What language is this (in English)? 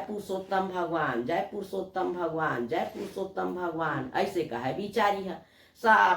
Chhattisgarhi